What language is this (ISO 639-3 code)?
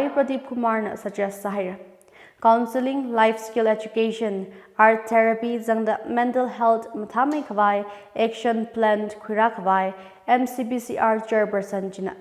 nmf